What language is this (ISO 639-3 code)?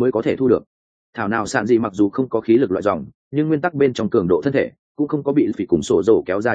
vie